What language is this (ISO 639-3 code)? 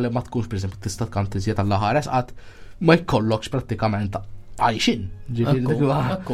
mlt